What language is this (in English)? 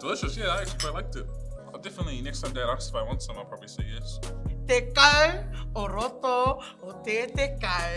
Māori